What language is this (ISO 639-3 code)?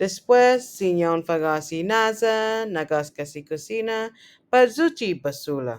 cha